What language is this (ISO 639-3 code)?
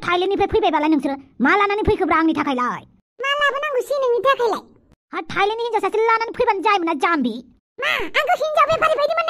brx